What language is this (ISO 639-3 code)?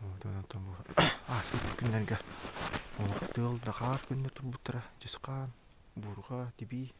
sah